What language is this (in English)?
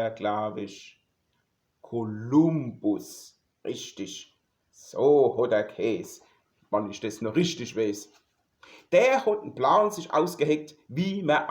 Palatine German